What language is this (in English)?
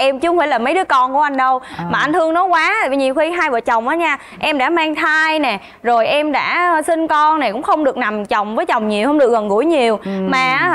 Vietnamese